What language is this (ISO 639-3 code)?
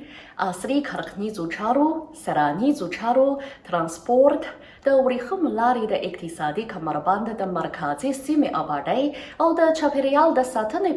pus